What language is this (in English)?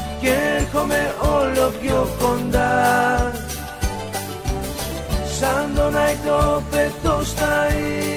Greek